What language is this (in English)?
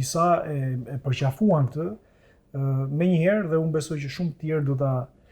Albanian